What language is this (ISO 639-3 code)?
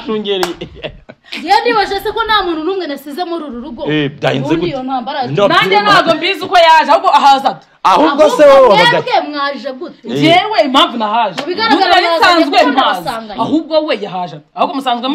kin